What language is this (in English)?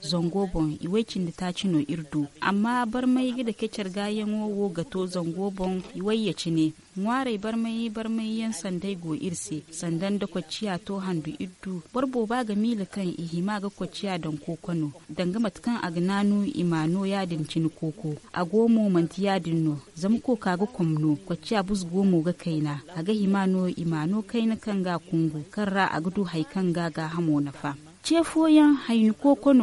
Zarma